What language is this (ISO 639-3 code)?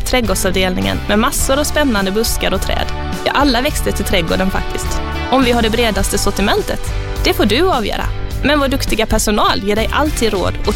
swe